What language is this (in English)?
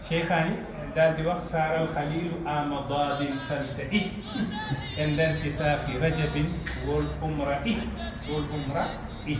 Wolof